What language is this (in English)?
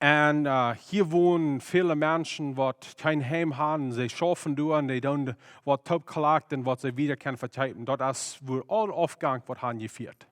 Plautdietsch